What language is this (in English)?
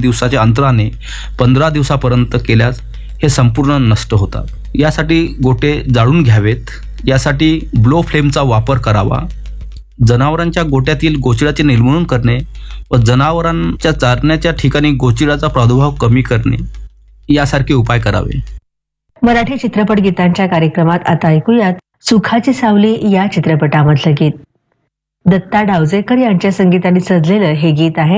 Marathi